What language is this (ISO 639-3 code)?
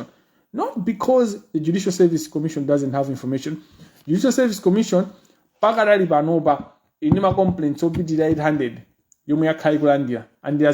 nya